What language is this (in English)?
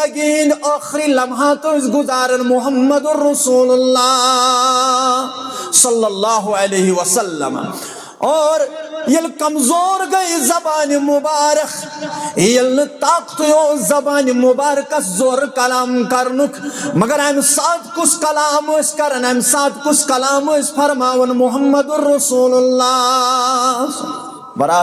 Kashmiri